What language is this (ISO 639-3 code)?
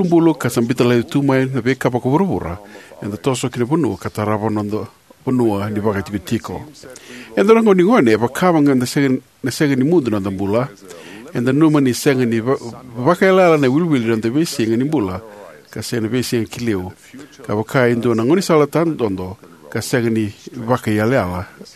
fij